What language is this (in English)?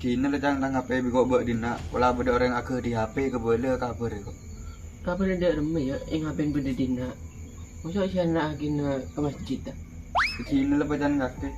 Madurese